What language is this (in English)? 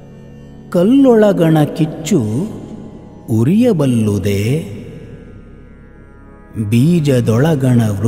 Kannada